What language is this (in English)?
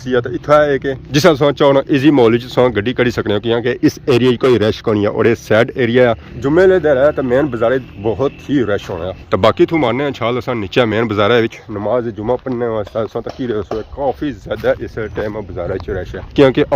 Pahari-Potwari